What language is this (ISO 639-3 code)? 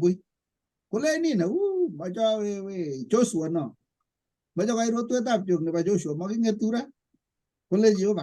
kln